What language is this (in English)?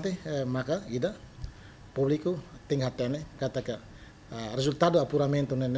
Tetum